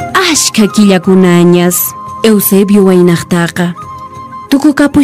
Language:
Quechua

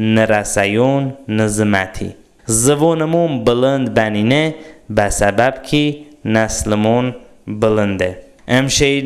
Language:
Talysh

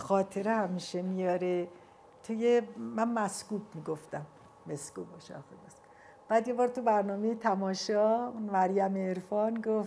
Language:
Persian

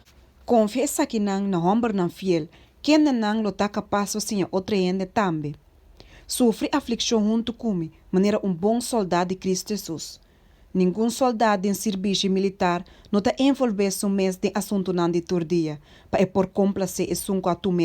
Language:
Papiamento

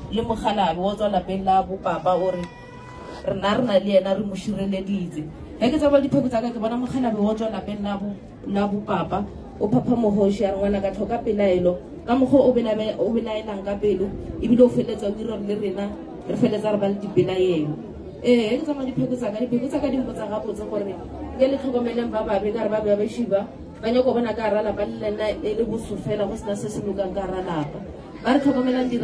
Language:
Northern Sotho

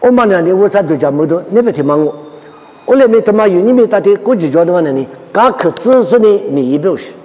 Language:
Lisu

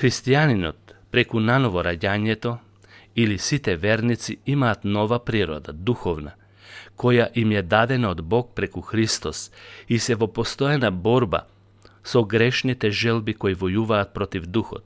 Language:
Macedonian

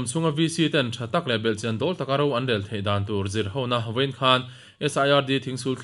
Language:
Mizo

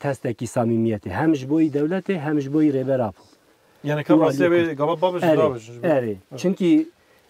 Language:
Kurdish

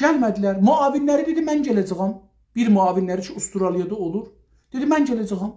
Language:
South Azerbaijani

